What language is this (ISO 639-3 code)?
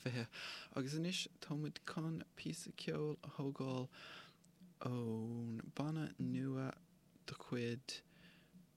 gle